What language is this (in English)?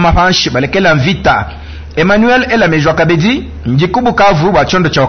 Luba-Lulua